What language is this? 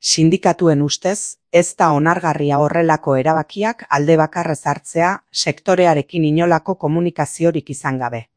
Basque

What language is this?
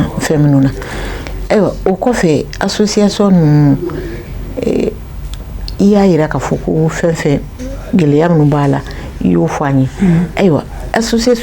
Bambara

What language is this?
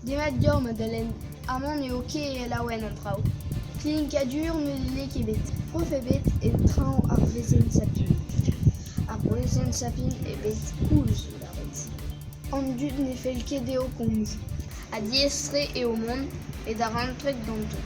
Breton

